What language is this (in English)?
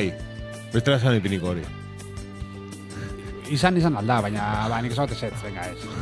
Basque